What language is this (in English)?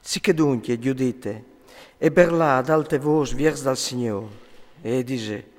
Friulian